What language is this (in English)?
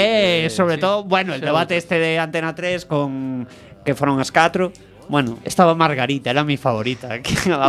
Galician